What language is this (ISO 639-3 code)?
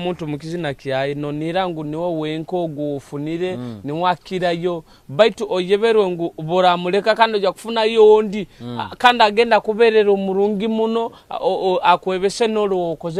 nyo